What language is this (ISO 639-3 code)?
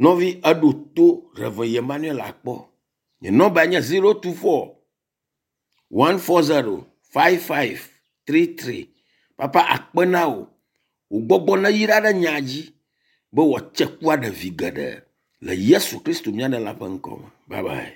ewe